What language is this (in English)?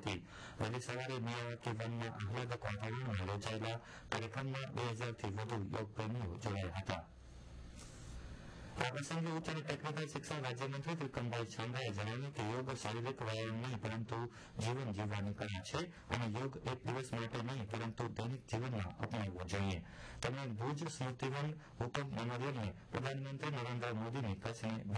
Gujarati